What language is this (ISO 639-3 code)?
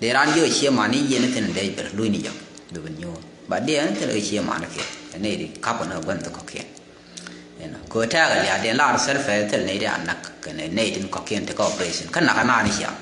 nus